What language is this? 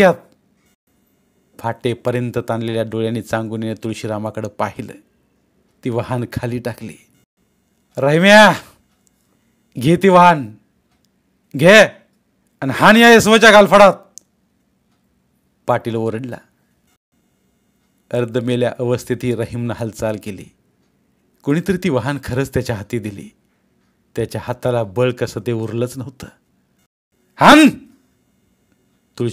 Marathi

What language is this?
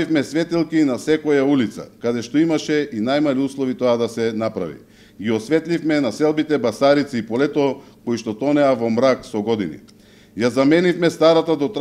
Macedonian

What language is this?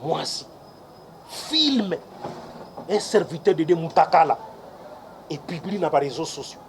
Lingala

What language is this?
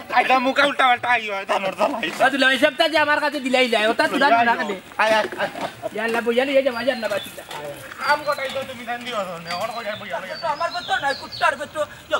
Sylheti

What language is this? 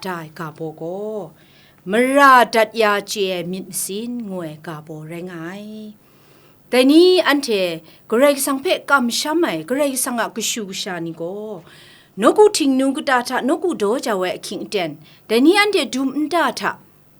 Kachin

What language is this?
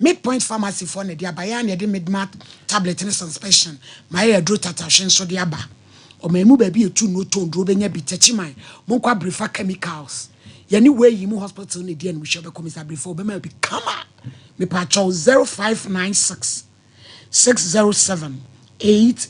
Akan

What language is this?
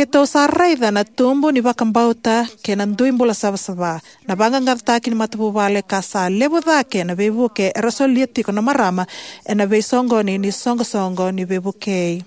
Fijian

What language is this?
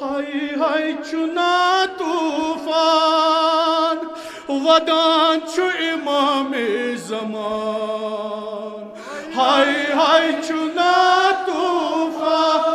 Kashmiri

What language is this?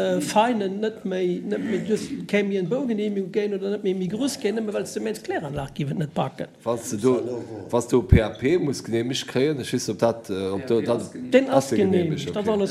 Luxembourgish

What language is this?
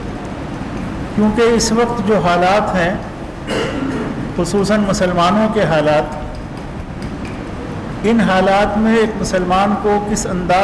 Urdu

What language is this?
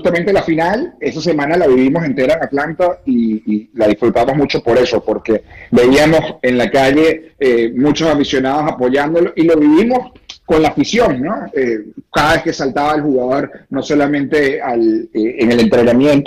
Spanish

